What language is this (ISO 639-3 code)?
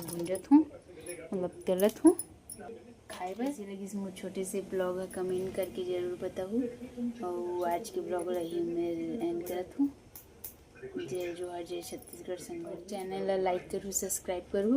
hne